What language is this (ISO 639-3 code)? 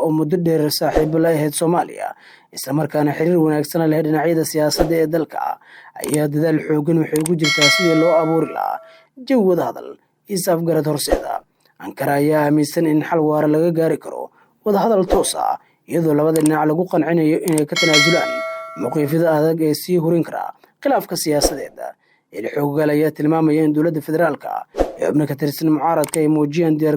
som